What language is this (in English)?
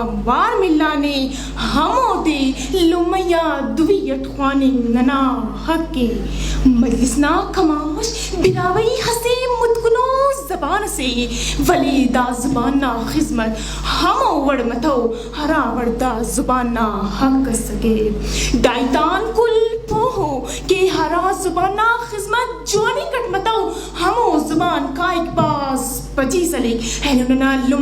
Brahui